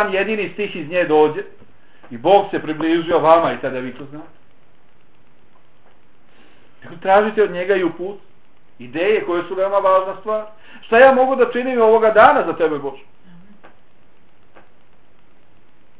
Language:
Bosnian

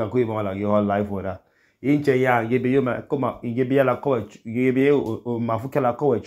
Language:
Idoma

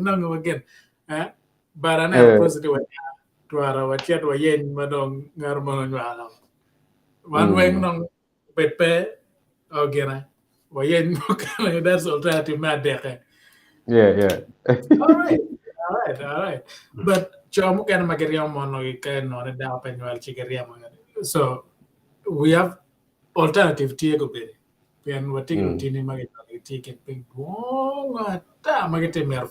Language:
Acoli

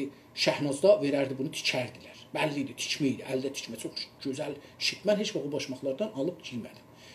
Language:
South Azerbaijani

